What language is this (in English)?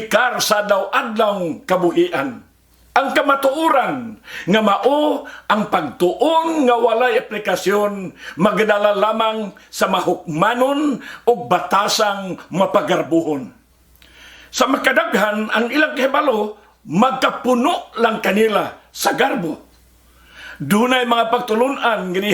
Cebuano